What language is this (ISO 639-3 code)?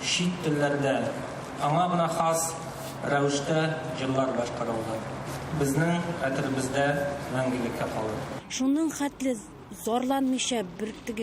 tat